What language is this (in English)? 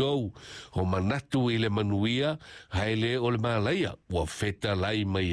Samoan